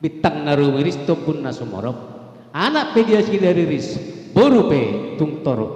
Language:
Batak Karo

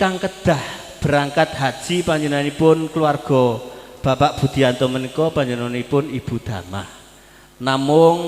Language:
Javanese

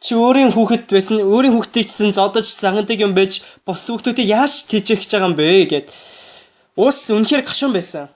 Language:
Mongolian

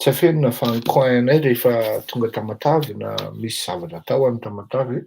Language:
Malagasy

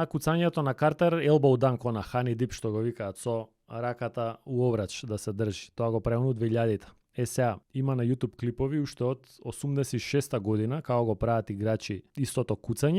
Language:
Macedonian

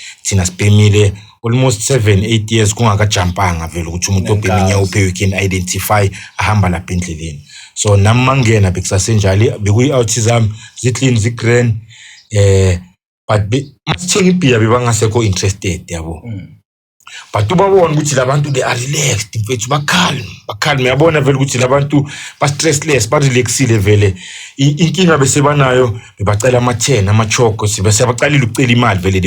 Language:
Zulu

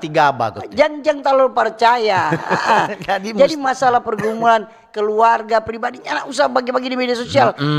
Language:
Manado Malay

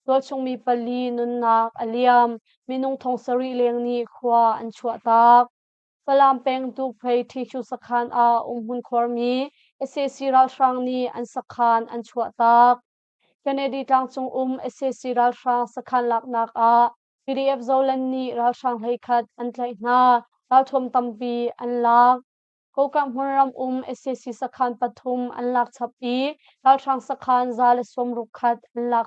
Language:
Hakha Chin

